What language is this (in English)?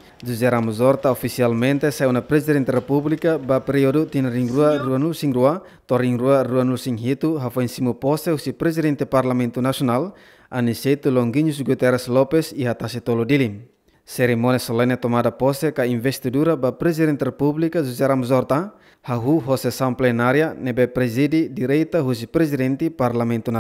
Tetum